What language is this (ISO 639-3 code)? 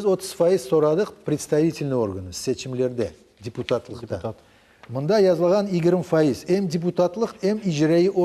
crh